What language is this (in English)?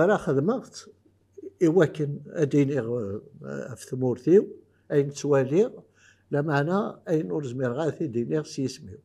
Kabyle